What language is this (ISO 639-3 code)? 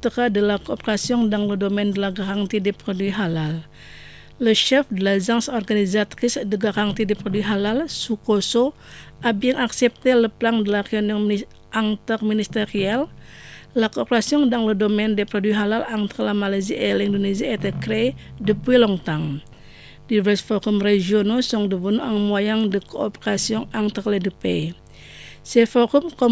fra